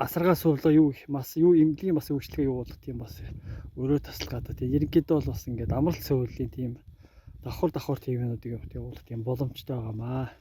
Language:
Mongolian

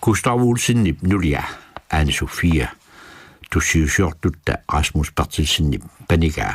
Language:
Kalaallisut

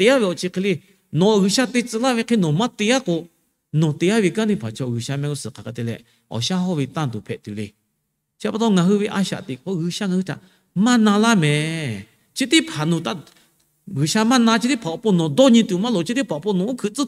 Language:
Lahu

